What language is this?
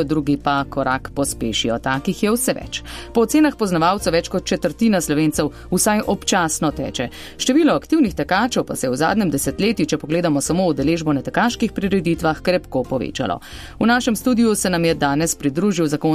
Slovenian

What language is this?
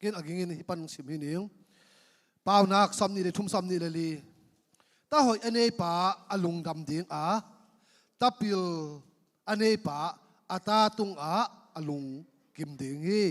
Tedim Chin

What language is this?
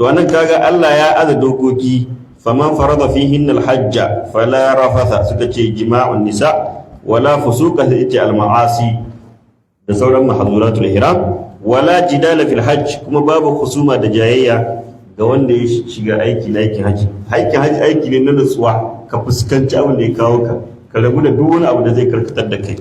Hausa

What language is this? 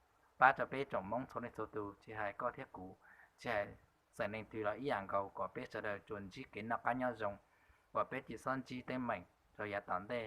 Hmong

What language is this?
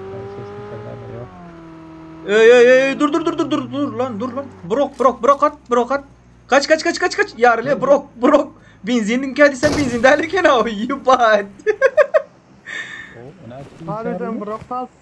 Turkmen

